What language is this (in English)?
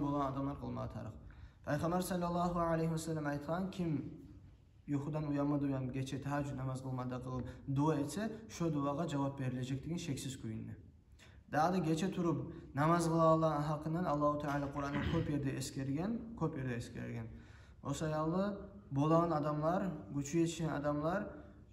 Kumyk